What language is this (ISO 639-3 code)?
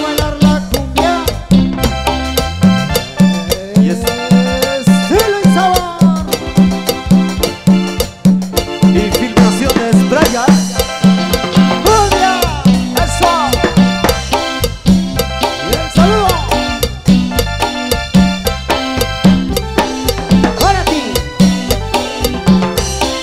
spa